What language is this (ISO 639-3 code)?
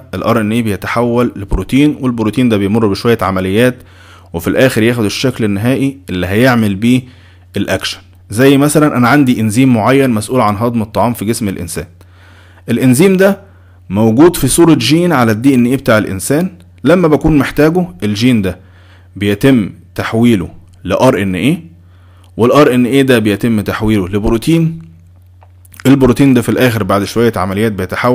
arz